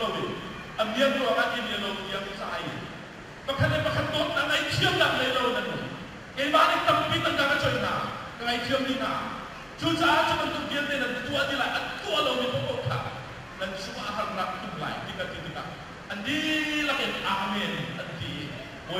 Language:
Hakha Chin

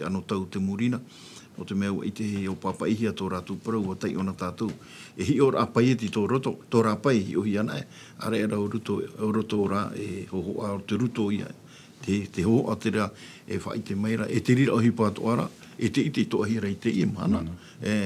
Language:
Tahitian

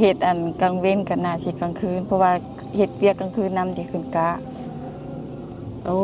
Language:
Lao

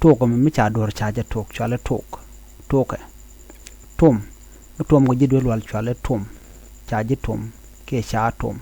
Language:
Nuer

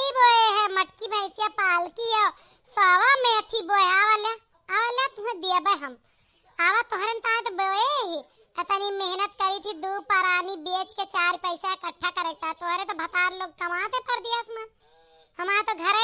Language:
Awadhi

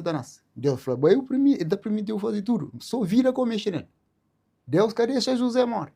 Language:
Kabuverdianu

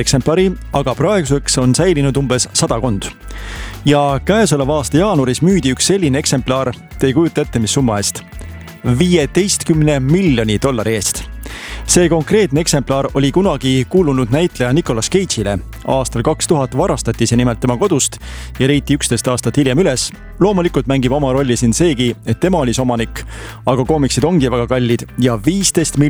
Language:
Estonian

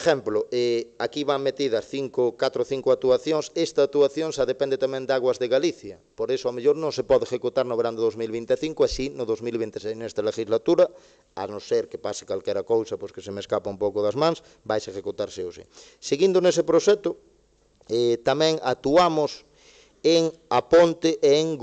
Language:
Galician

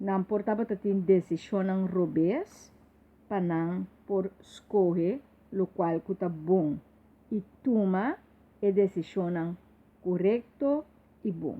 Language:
Papiamento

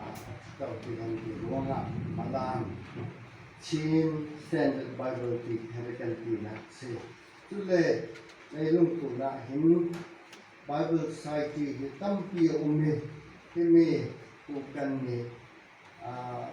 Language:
Falam Chin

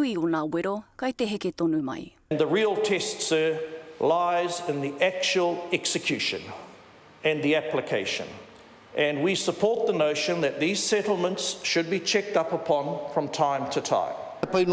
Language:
Māori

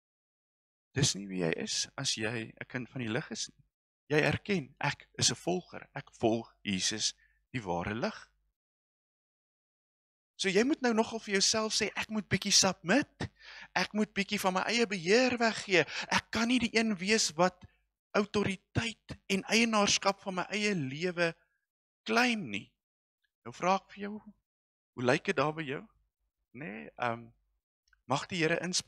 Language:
Afrikaans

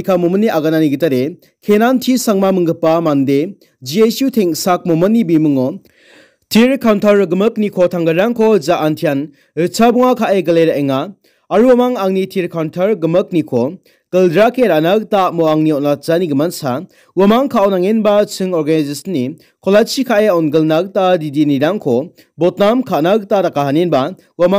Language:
Garo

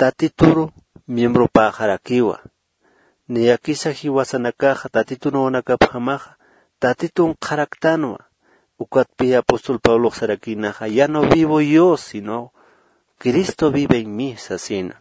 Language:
Aymara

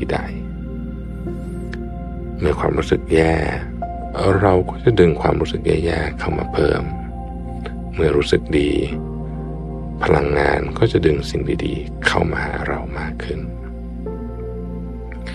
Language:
Thai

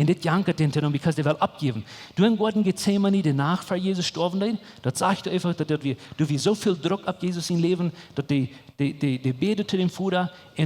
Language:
Plautdietsch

